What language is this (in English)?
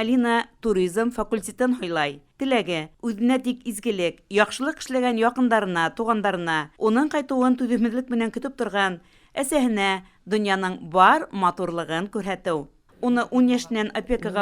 Bashkir